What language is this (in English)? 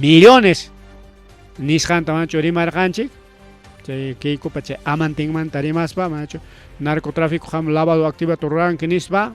Ayacucho Quechua